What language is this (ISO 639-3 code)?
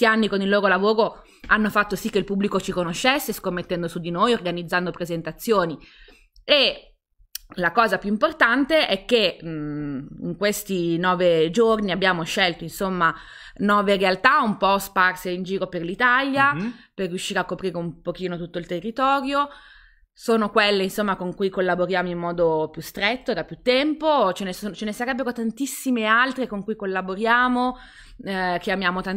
ita